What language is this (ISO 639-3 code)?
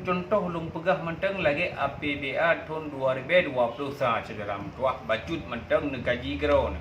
ace